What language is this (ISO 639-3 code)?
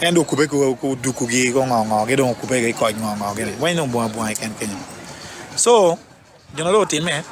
ach